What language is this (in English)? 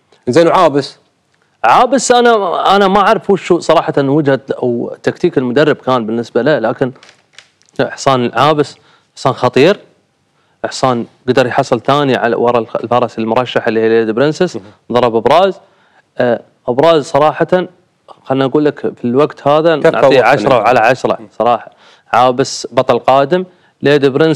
Arabic